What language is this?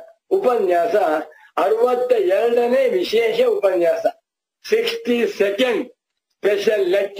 Kannada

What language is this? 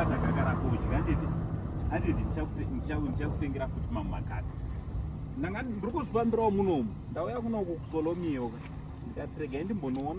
Shona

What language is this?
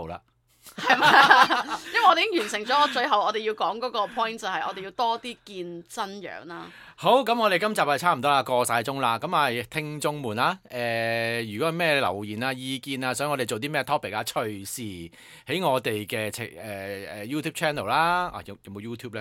Cantonese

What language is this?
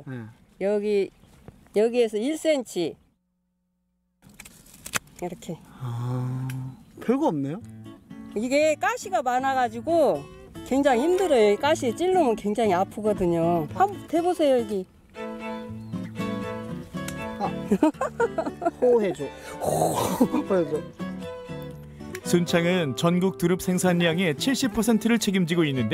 Korean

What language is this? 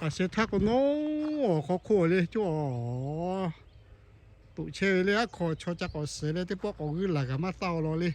Lahu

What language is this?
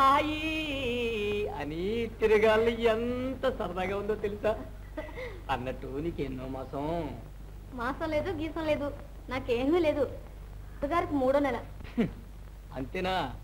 Telugu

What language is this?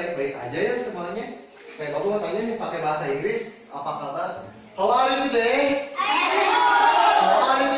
Indonesian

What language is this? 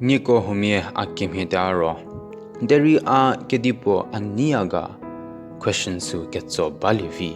Angami Naga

